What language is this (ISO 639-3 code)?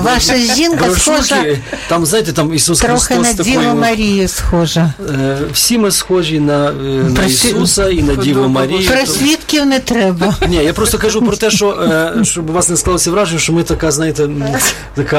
ukr